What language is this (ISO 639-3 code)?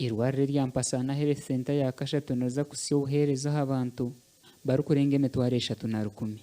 nyn